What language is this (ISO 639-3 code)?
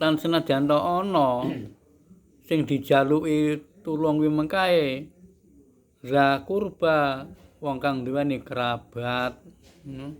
jav